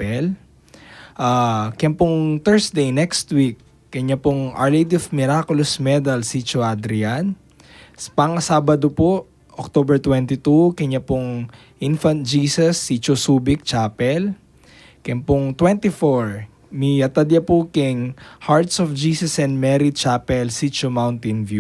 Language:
Pampanga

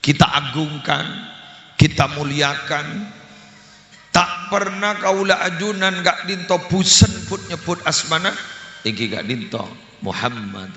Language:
Madurese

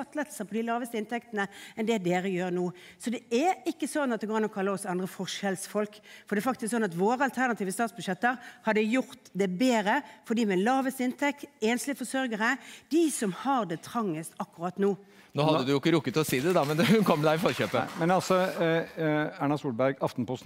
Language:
Norwegian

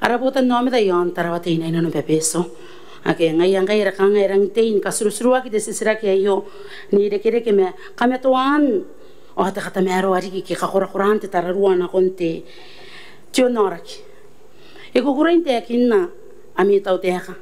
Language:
Gilbertese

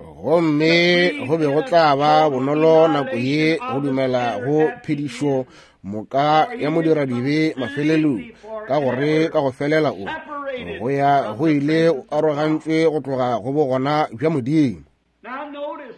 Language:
Northern Sotho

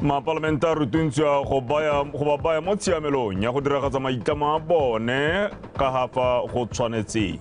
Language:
Tswana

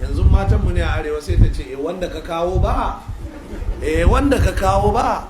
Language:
Hausa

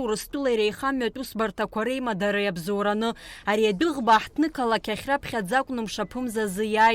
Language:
Abkhazian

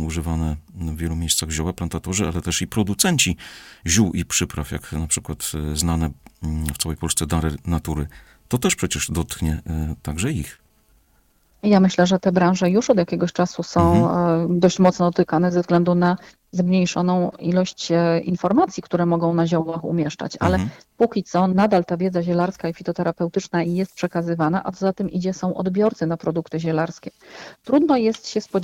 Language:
Polish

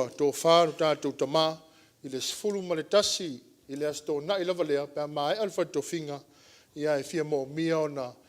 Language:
Samoan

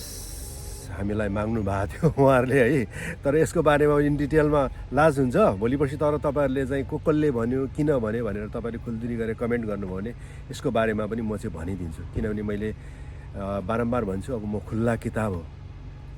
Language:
Nepali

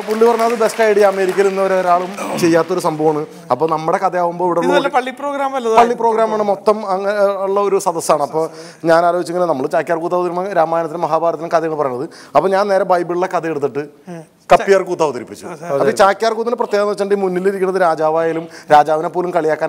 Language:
Malayalam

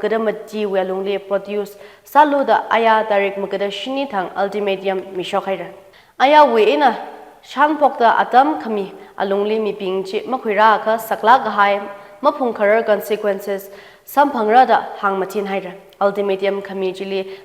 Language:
Tangkhul Naga (India)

